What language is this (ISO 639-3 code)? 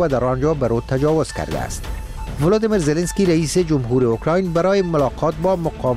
fas